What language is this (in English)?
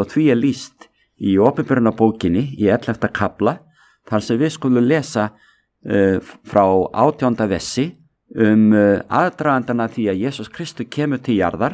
Icelandic